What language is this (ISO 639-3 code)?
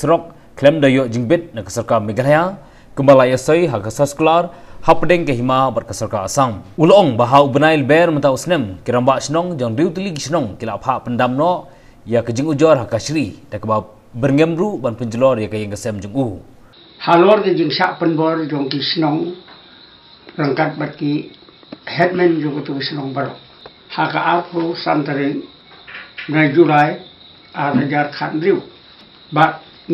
kha